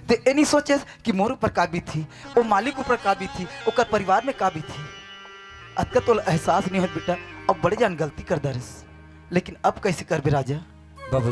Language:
Chhattisgarhi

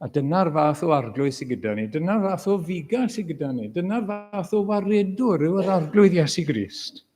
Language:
Welsh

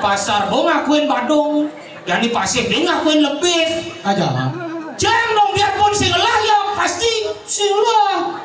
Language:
Balinese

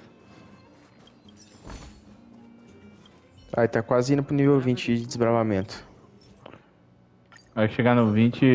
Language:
Portuguese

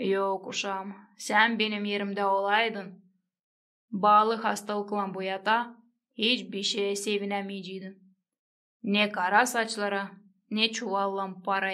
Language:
Gagauz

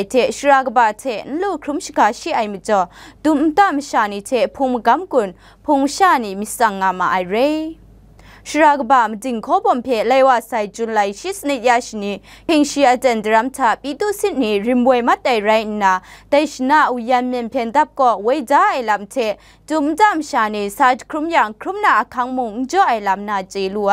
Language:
Kachin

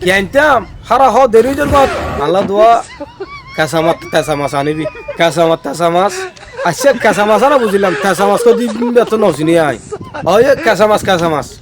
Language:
Rohingya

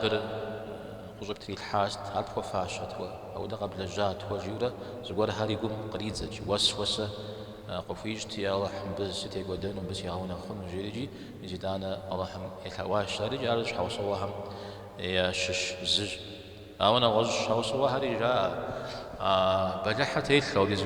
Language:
Kabardian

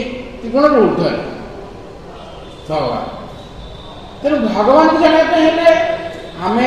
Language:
Odia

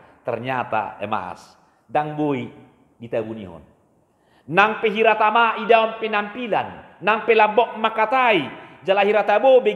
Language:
Batak Toba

